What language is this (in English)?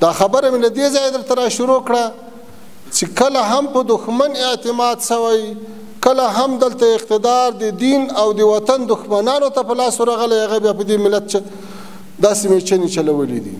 Pashto